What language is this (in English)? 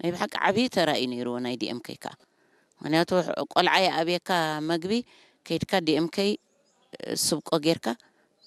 Tigrinya